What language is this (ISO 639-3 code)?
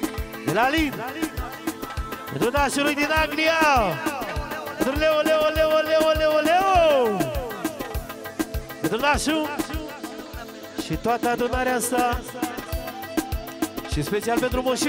ron